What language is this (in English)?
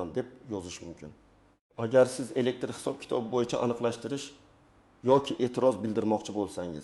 Uzbek